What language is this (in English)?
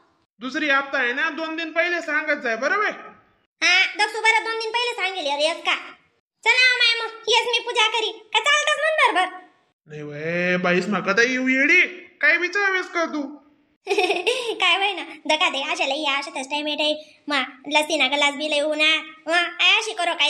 Khandesi